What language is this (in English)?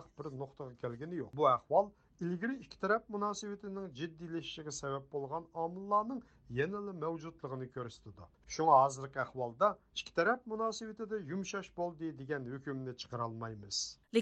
Uyghur